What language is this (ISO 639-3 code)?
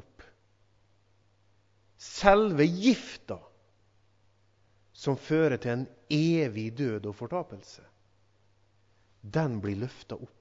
nor